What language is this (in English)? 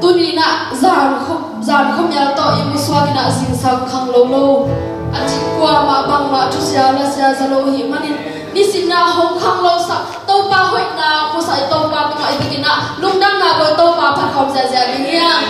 Tedim Chin